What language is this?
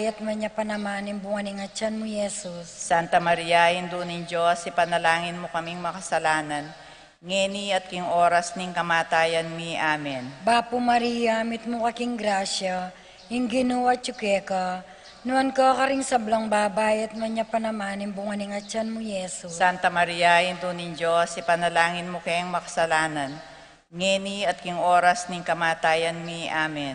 Pampanga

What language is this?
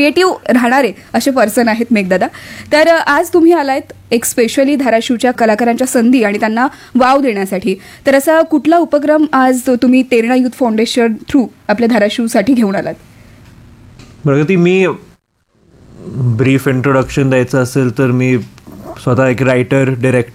Marathi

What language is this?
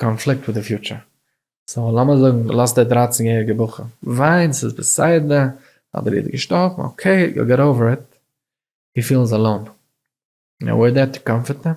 Yiddish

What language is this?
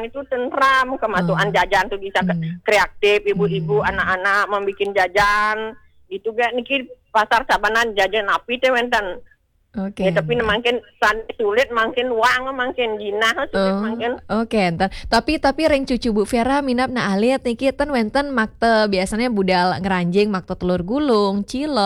Balinese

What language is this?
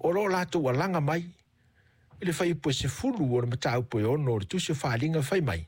Samoan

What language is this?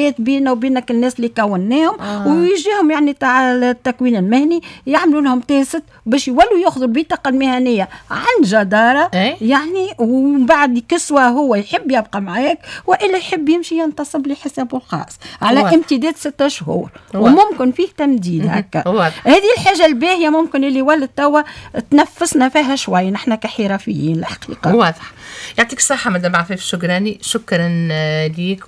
Tunisian Arabic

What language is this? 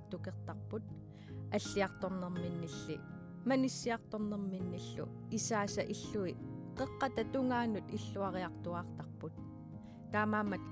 Kalaallisut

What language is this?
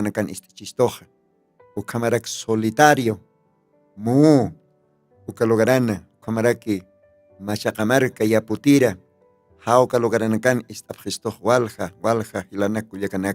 Aymara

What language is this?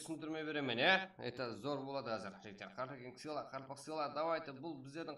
Kara-Kalpak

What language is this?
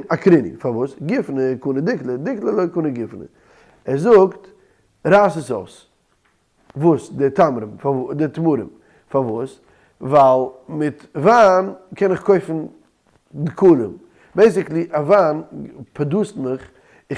Yiddish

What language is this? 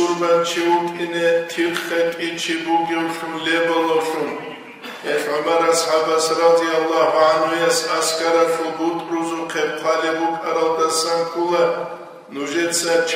Avaric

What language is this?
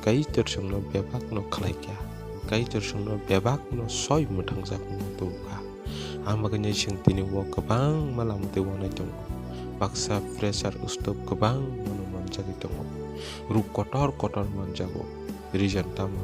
Kok Borok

